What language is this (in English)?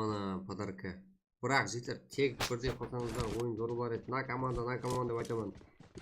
Kara-Kalpak